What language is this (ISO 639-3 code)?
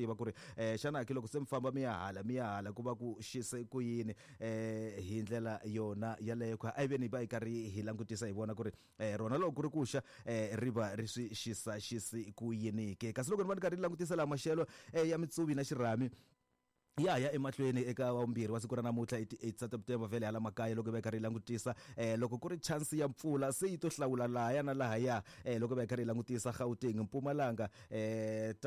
tso